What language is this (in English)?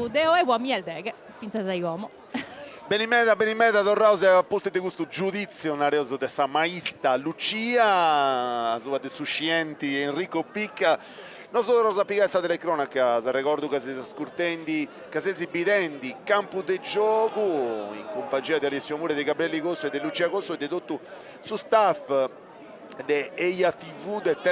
Sardinian